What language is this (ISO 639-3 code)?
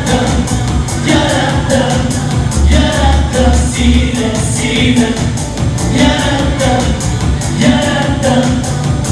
tat